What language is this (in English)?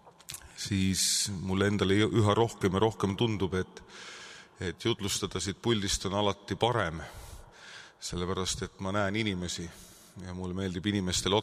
Estonian